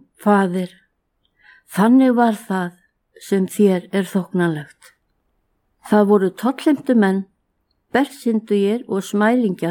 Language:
Icelandic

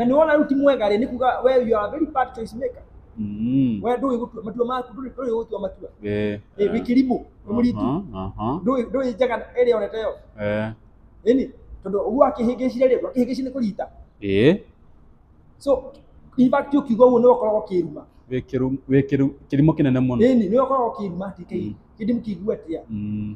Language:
Kikuyu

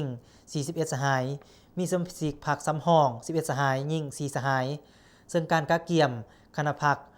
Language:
Lao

